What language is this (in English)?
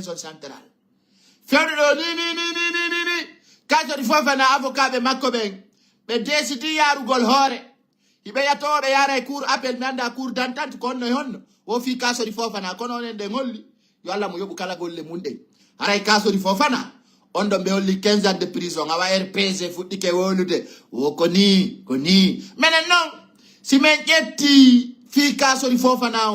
Fula